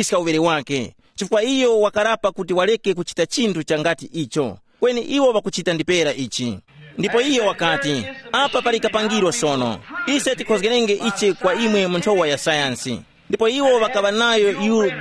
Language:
Tumbuka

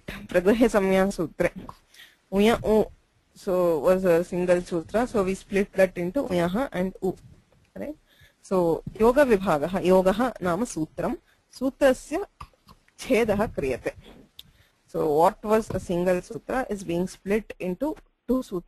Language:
Sanskrit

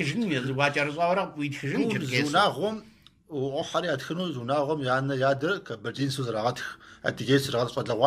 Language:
Kabardian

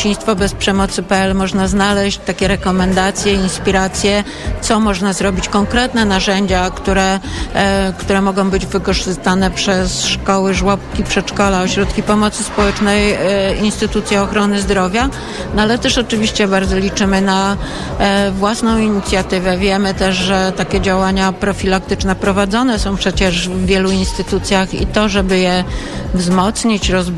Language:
Polish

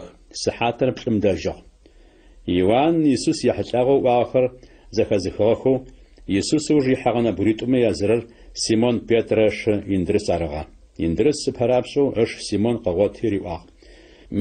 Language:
Adyghe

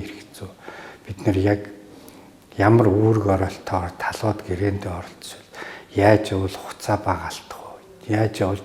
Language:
Mongolian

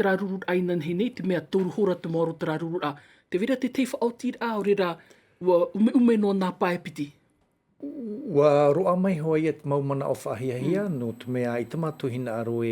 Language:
Tahitian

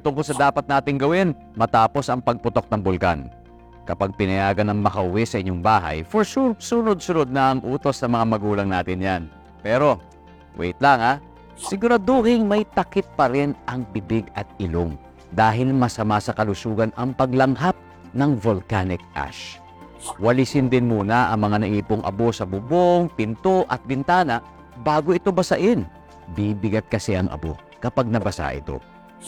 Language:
Filipino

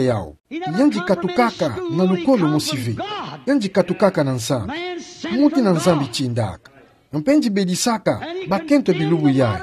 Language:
Kituba (Democratic Republic of Congo)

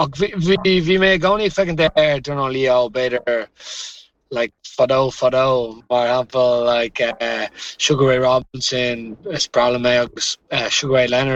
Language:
Irish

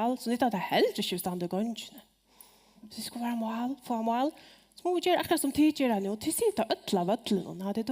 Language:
Faroese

